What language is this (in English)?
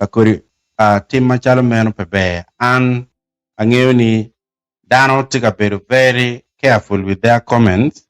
Acoli